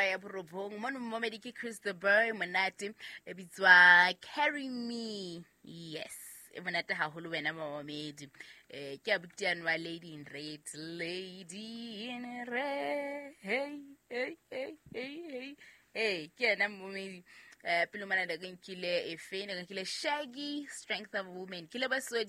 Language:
Southern Sotho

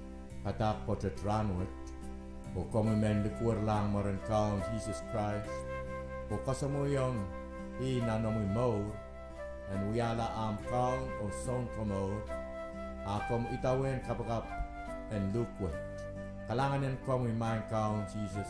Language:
Pohnpeian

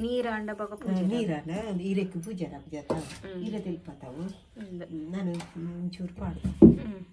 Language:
Tulu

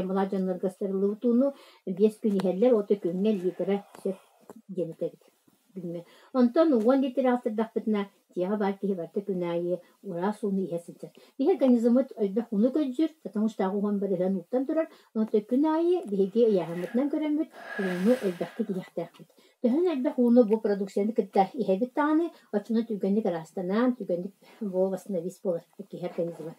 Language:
Yakut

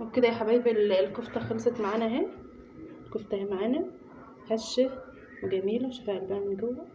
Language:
Egyptian Arabic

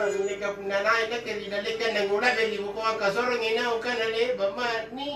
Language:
Makasar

